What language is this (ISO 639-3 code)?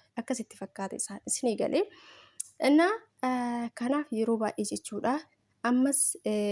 orm